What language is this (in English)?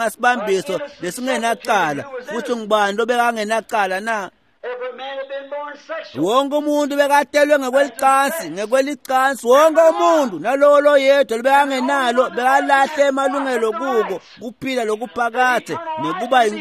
Swati